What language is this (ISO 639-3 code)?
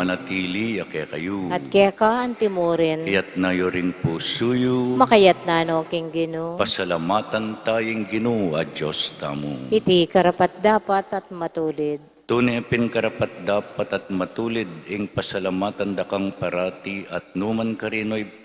pam